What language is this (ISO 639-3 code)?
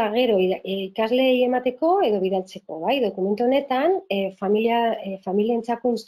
eus